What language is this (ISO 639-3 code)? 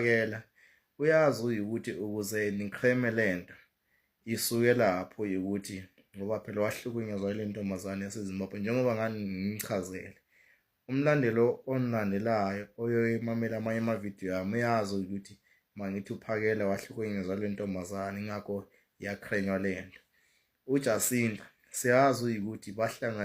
zul